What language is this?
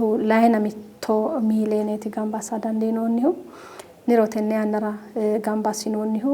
Sidamo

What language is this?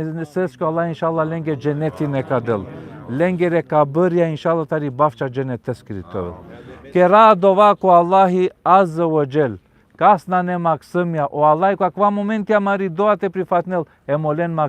Balkan Romani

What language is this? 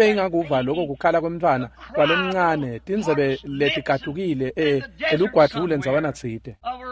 Swati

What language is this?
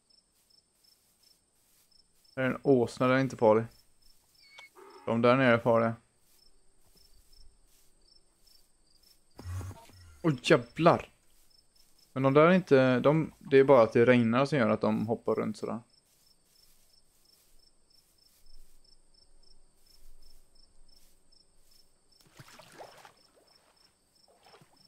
Swedish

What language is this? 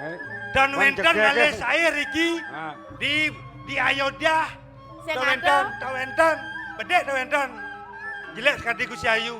Balinese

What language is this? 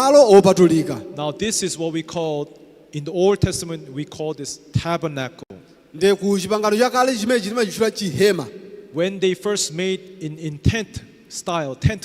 Nyanja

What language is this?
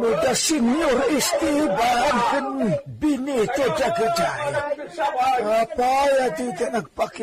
Iloko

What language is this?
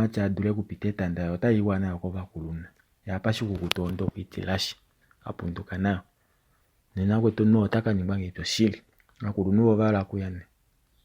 Kuanyama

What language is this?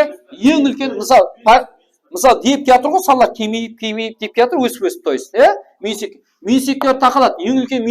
Kara-Kalpak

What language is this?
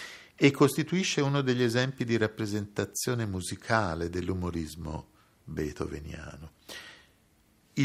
Italian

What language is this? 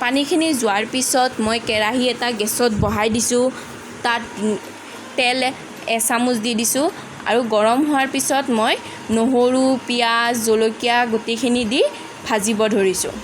Assamese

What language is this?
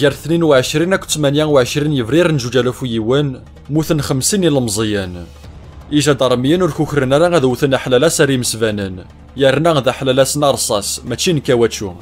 Kabyle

